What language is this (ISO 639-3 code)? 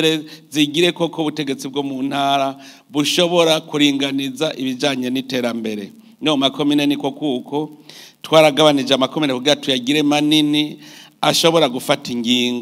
run